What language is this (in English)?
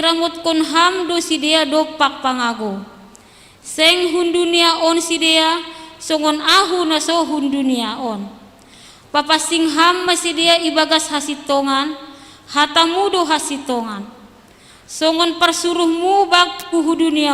Batak Simalungun